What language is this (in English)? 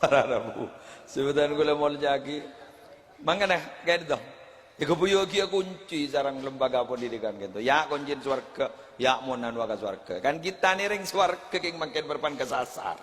Madurese